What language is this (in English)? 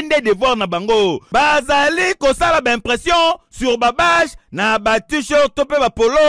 Lingala